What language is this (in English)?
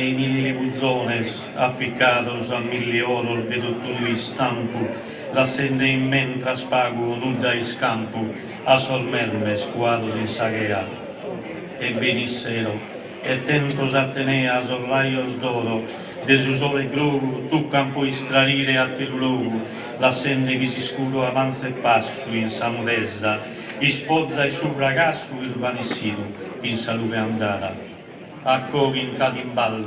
Sardinian